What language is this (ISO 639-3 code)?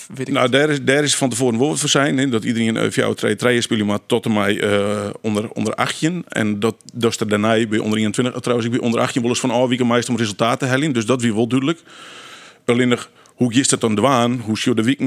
fry